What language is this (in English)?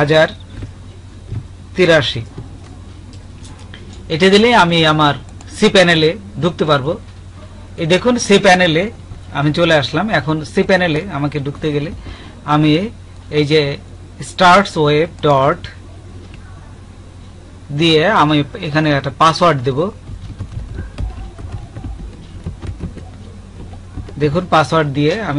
Bangla